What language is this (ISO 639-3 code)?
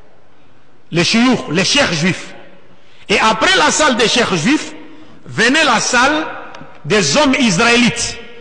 fra